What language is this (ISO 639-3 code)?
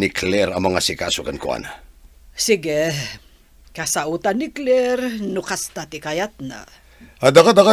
ilo